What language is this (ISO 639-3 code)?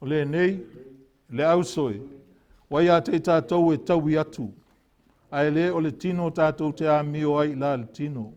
smo